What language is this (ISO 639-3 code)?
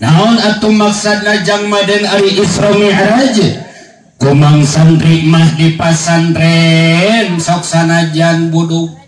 sun